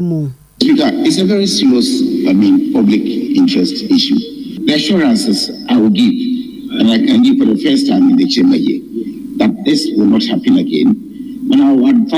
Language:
Akan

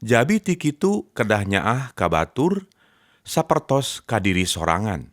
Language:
Sundanese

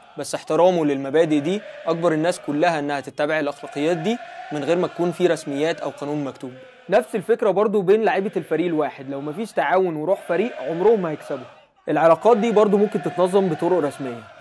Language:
Egyptian Arabic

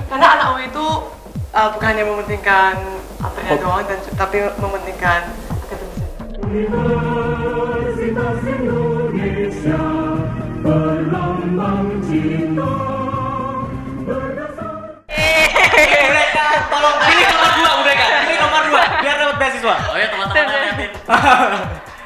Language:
Indonesian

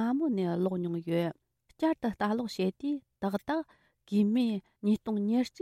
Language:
Tibetan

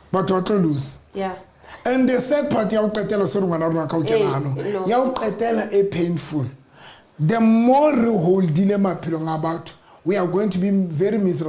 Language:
Southern Sotho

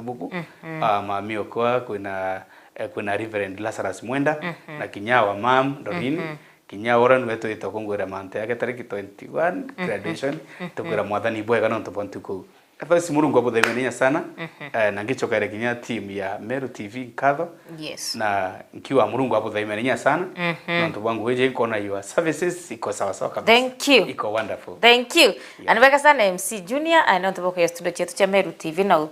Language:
Meru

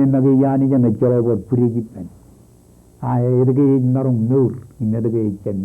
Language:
Marshallese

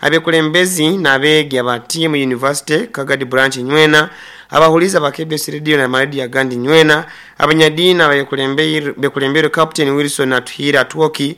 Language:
Nyoro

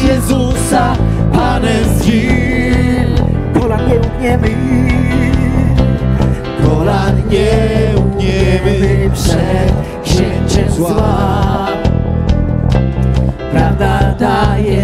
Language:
Polish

